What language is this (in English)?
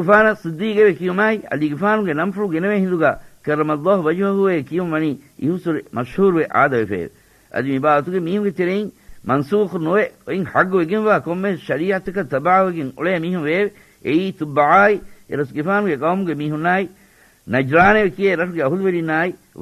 Divehi